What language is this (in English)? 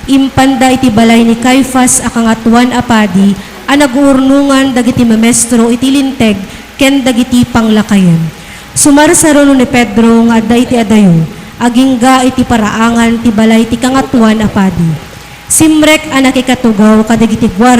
Iloko